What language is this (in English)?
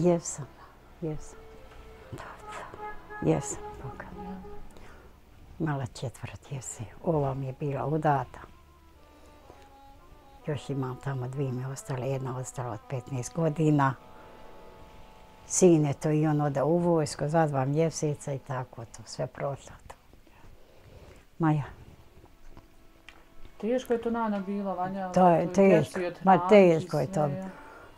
Bosnian